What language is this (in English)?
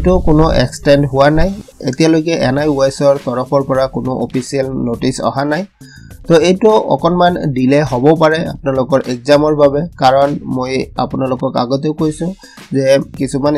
Assamese